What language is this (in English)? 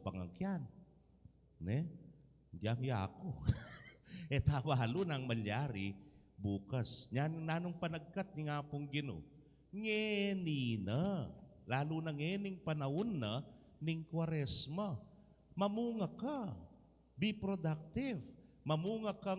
Pampanga